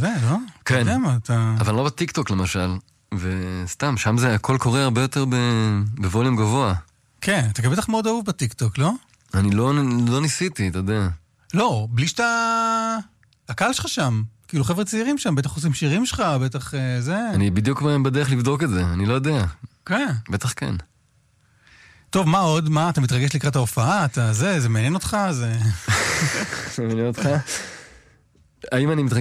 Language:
Hebrew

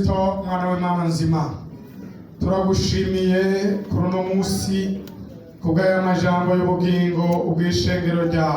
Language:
Rundi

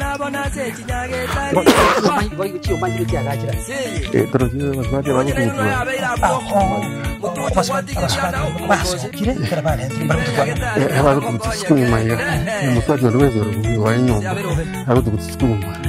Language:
Gusii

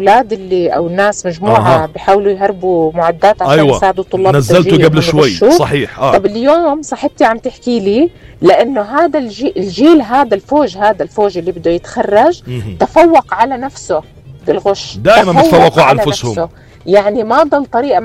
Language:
North Levantine Arabic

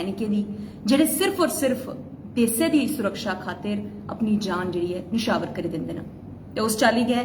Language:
Dogri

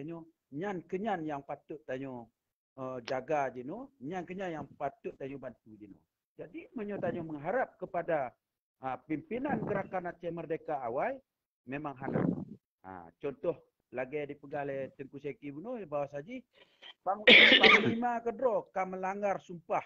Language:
Achinese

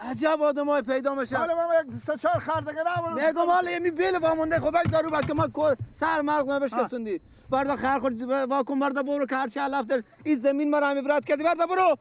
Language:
Persian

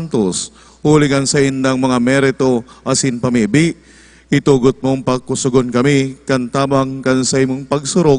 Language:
Bikol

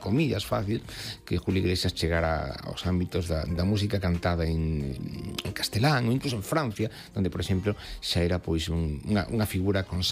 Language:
Galician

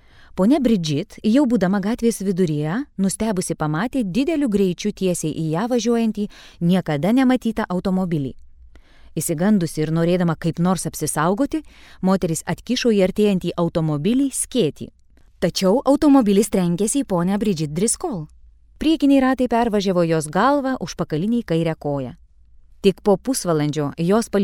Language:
Lithuanian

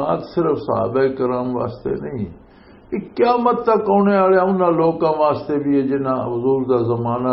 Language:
Western Panjabi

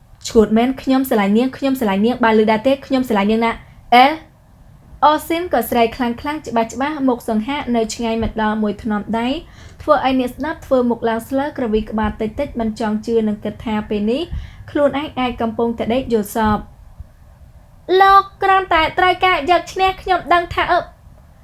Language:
Khmer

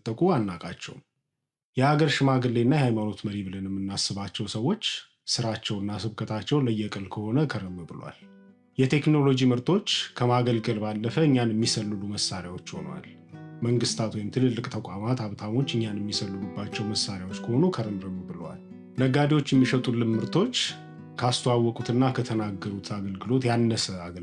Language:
Amharic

